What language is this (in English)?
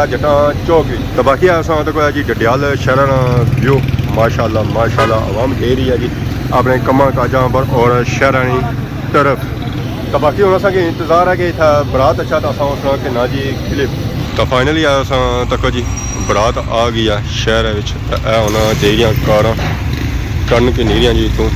Pahari-Potwari